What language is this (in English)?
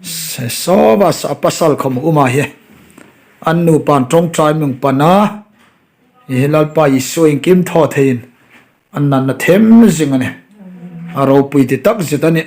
Hmar